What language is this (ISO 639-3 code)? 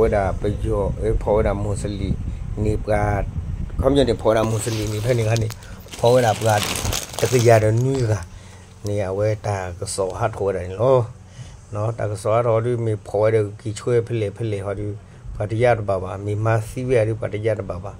ksw